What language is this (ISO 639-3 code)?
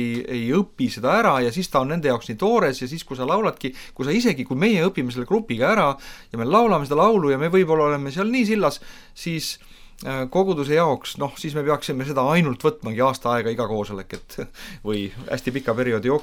est